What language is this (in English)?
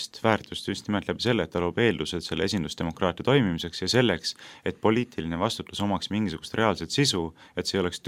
Estonian